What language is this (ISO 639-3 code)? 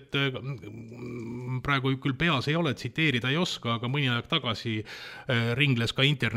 est